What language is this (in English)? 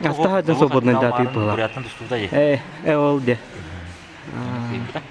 Yakut